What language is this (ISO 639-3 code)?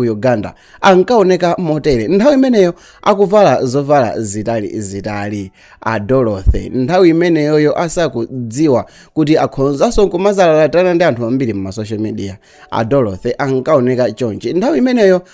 nya